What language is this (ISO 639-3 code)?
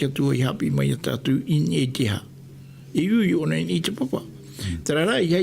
tah